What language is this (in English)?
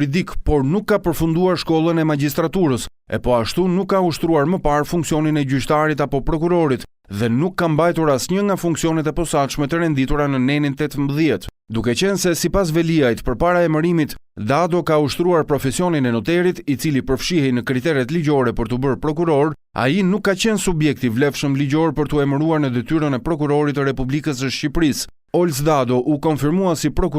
Albanian